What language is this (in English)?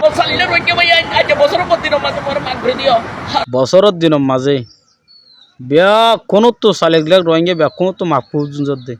Rohingya